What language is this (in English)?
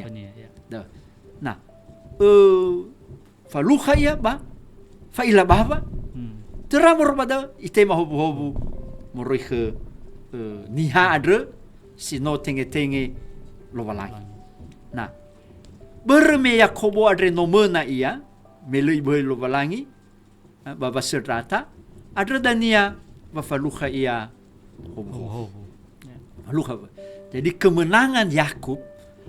Nias